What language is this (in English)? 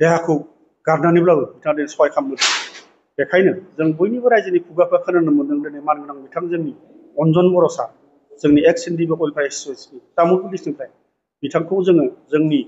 Bodo